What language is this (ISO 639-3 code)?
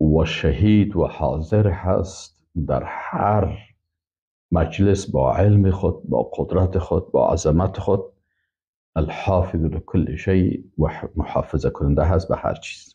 fas